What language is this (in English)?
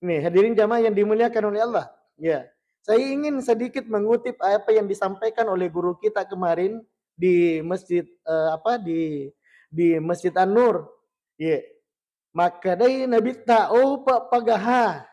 Buginese